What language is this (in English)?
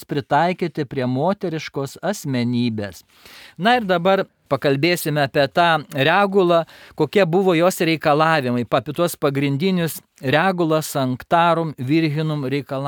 Lithuanian